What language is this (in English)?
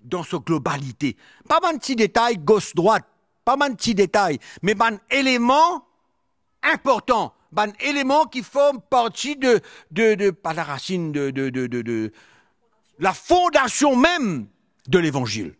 Morisyen